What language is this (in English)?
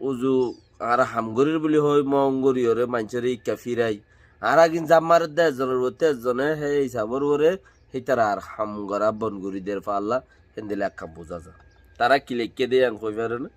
Rohingya